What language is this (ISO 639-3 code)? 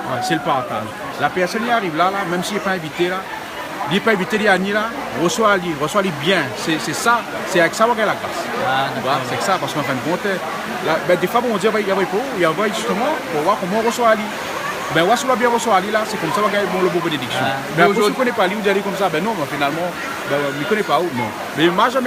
rcf